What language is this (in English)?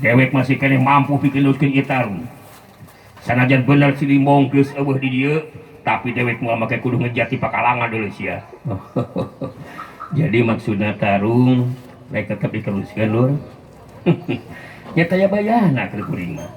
Sundanese